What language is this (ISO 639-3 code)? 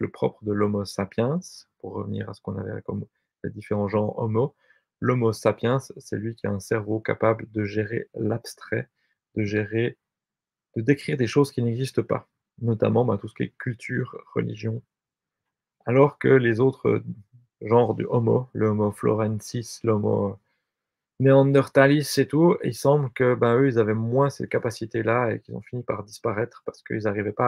fra